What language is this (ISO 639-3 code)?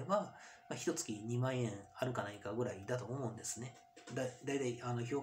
jpn